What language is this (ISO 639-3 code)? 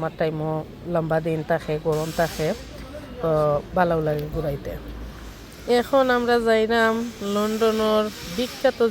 syl